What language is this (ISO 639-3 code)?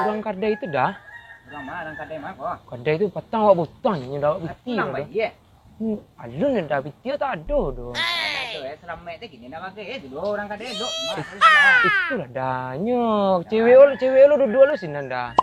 min